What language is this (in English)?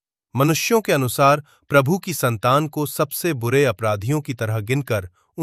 Hindi